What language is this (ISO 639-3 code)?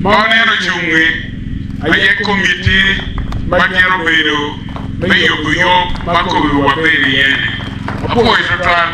ach